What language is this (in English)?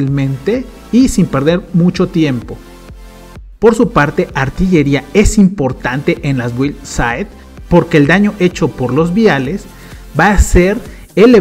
Spanish